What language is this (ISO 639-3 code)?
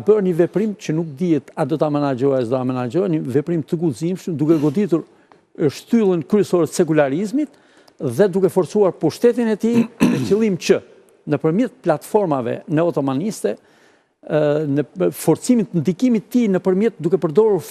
sqi